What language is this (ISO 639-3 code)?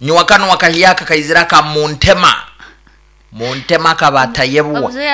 nyn